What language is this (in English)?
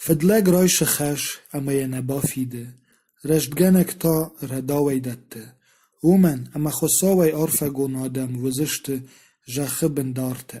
Ossetic